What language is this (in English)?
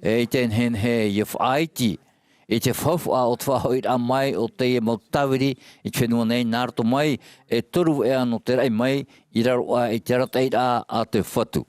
Tahitian